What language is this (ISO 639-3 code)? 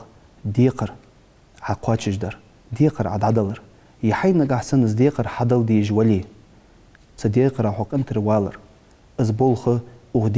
inh